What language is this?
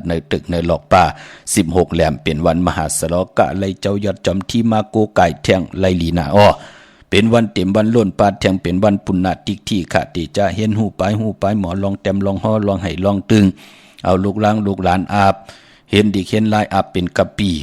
Shan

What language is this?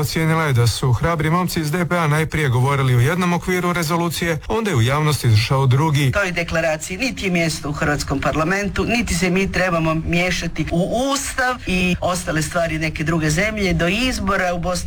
Croatian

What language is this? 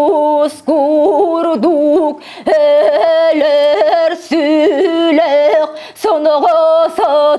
Yakut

